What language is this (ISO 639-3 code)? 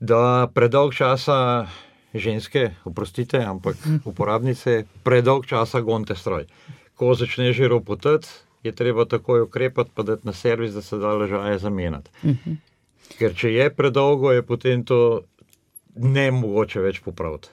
slv